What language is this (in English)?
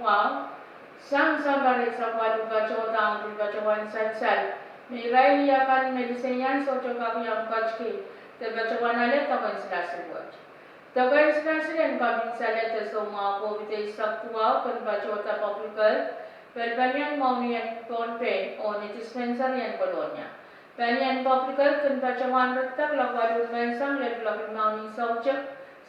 Pohnpeian